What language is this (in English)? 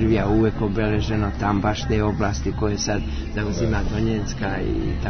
Serbian